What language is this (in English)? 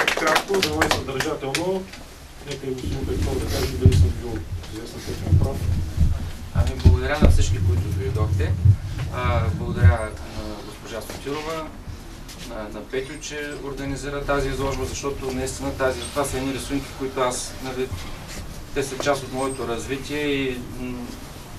Bulgarian